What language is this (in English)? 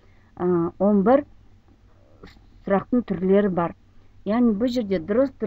Kazakh